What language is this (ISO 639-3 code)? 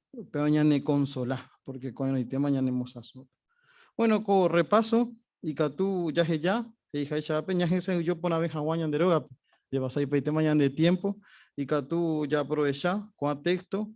grn